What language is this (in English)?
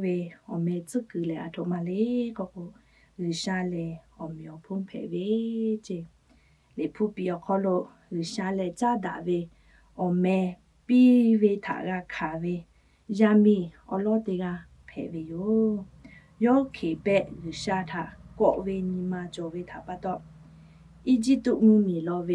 Lahu